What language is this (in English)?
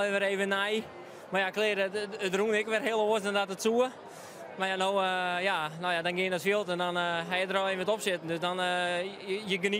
Western Frisian